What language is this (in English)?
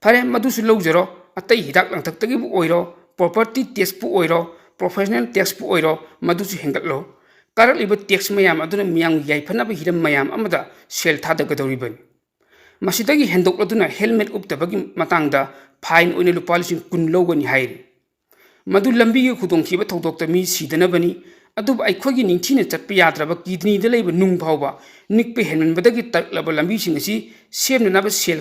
Manipuri